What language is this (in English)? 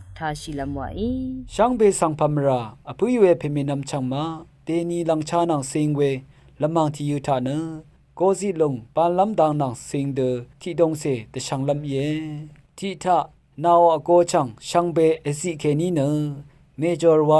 Rawang